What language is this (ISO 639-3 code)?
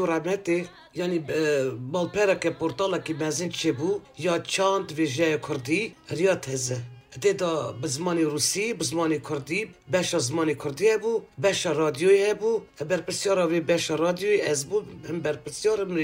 kur